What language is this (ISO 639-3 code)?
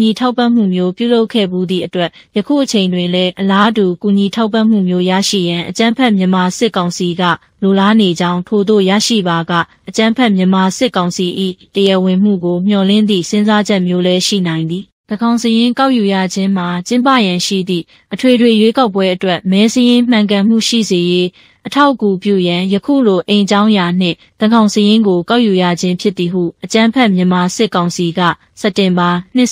mya